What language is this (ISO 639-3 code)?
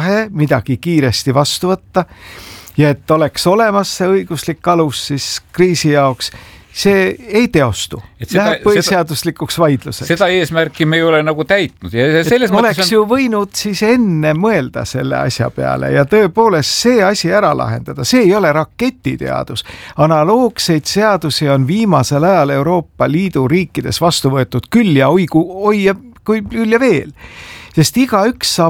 est